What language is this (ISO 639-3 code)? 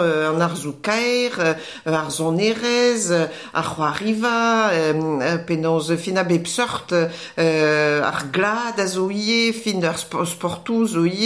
bre